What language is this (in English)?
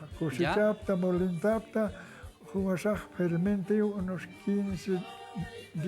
Aymara